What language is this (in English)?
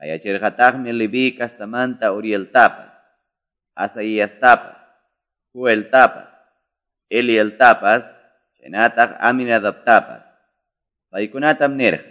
Quechua